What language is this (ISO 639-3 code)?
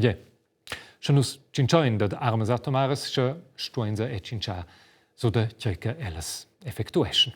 roh